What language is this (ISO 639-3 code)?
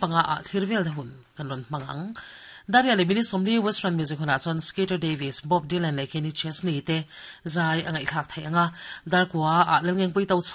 lus